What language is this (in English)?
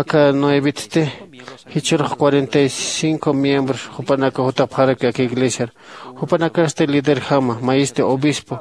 Aymara